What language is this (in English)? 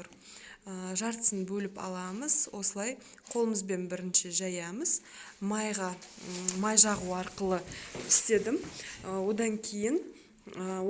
Kazakh